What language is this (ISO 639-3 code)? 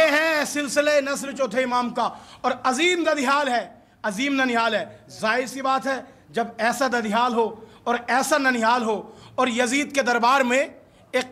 urd